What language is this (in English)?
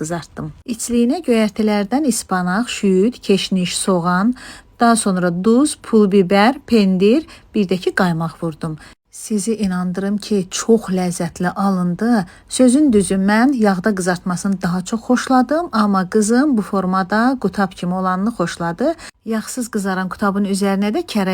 Azerbaijani